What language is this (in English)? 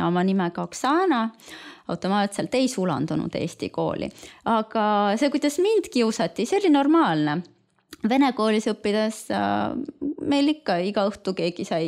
Estonian